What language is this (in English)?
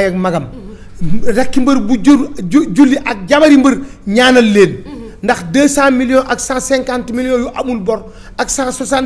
Wolof